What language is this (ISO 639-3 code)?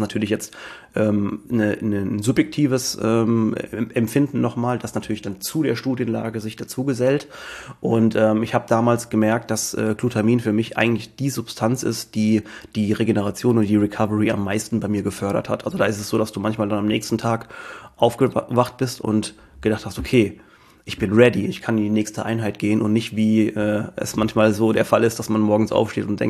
deu